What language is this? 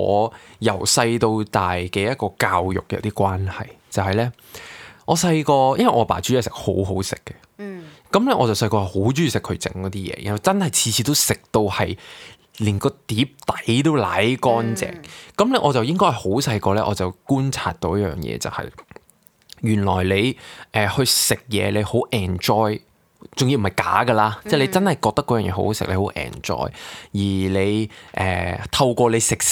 Cantonese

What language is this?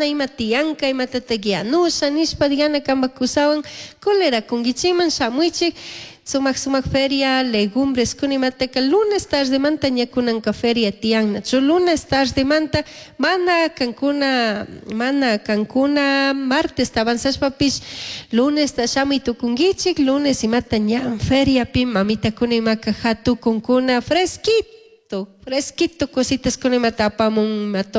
Chimborazo Highland Quichua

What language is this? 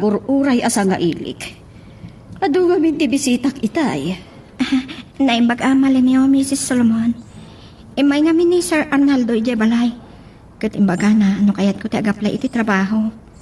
Iloko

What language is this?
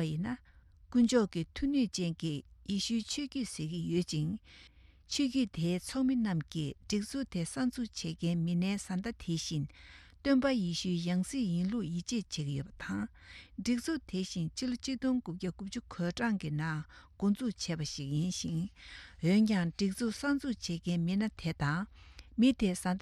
Tibetan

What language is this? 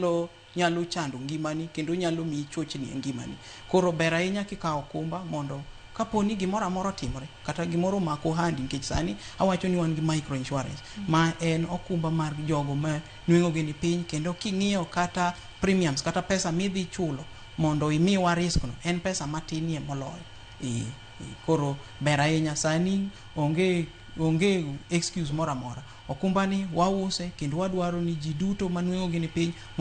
Luo (Kenya and Tanzania)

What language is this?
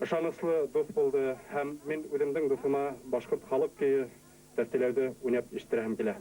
Bashkir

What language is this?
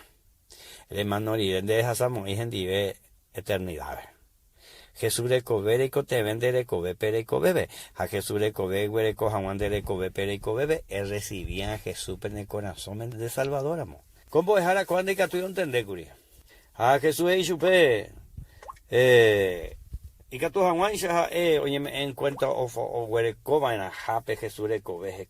Guarani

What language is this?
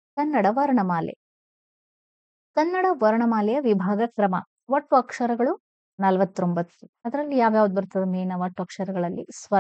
Kannada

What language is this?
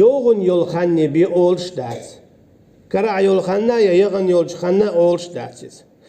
Chechen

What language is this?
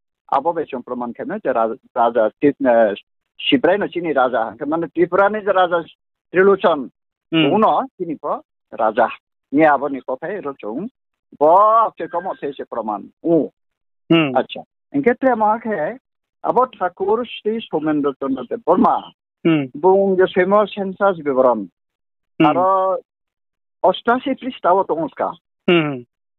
Riang (India)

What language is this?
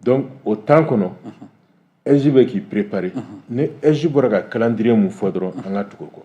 Bambara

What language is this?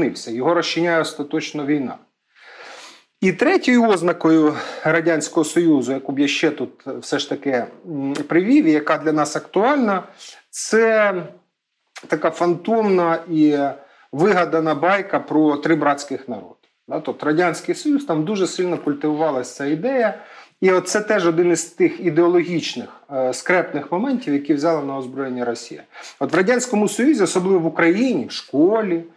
Ukrainian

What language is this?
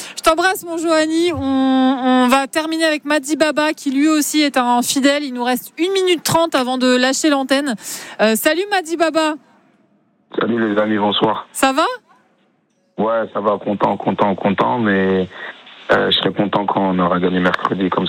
French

